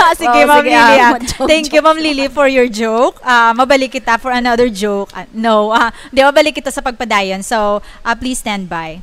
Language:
Hiligaynon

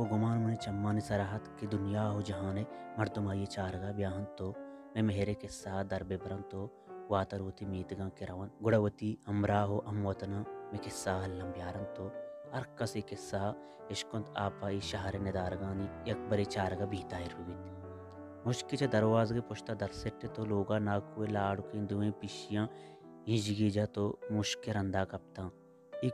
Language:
Baluchi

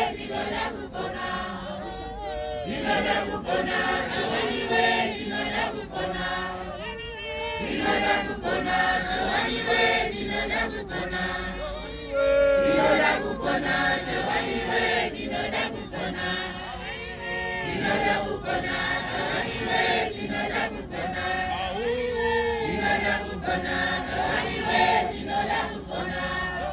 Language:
Shona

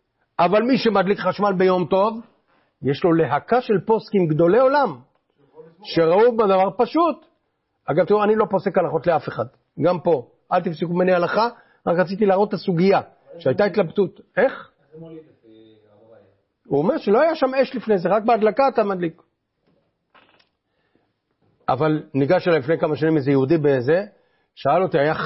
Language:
Hebrew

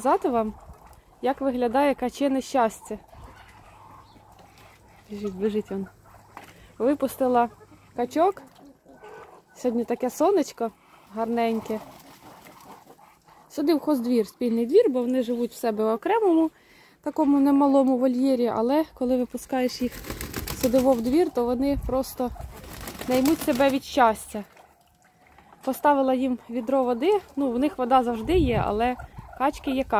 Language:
Ukrainian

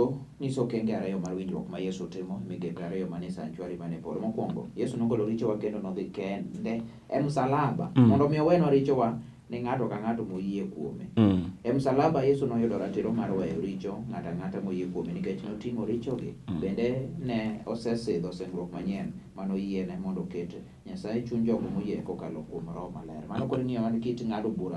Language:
Luo (Kenya and Tanzania)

